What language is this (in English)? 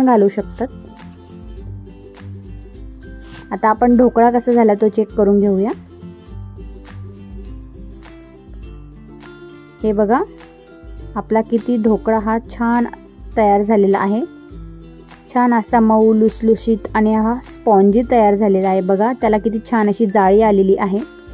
Marathi